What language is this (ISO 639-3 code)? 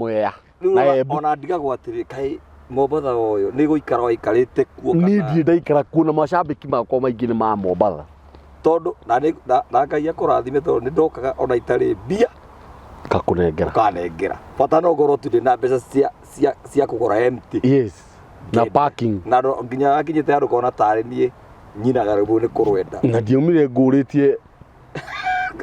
kik